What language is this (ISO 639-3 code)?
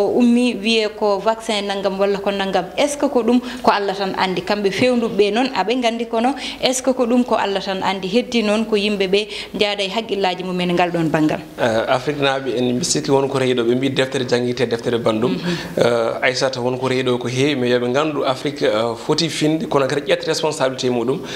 ful